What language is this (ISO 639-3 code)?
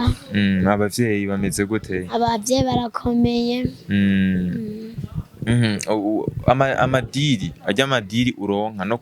run